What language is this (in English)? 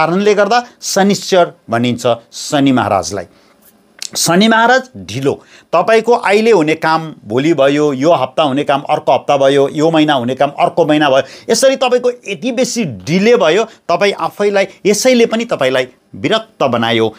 Nepali